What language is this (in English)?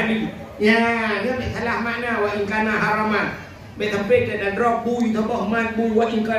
Achinese